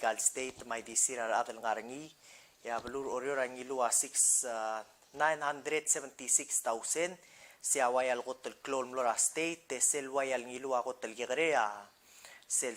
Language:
Palauan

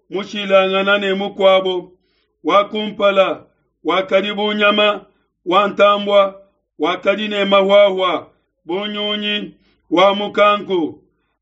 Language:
Luba-Lulua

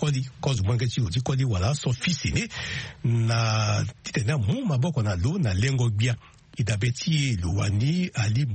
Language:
Sango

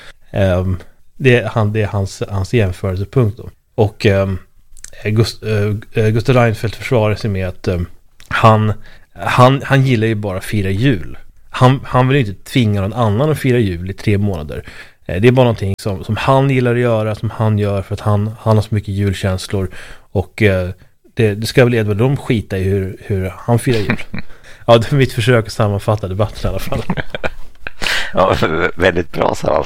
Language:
Swedish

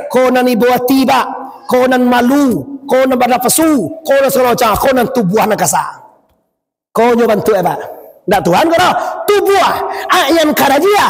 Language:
Minangkabau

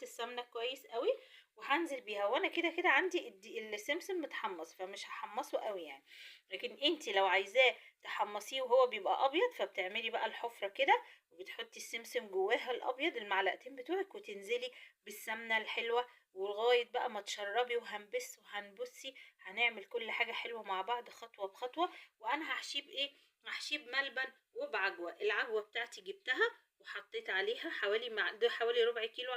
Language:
Egyptian Arabic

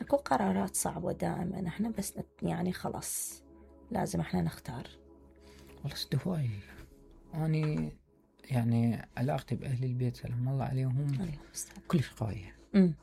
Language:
Mesopotamian Arabic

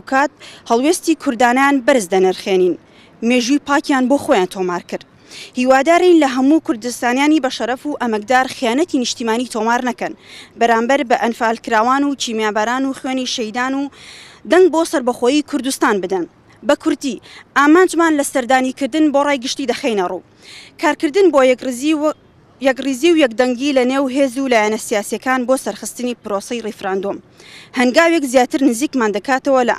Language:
Central Kurdish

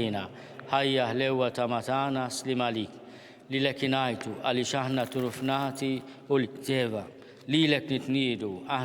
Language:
Maltese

